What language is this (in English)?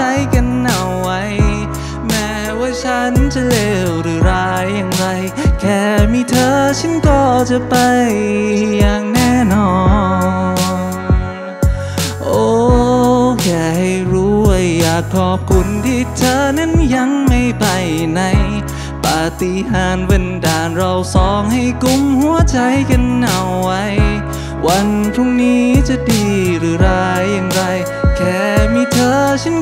Thai